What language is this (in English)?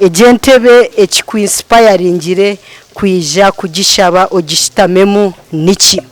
Nyankole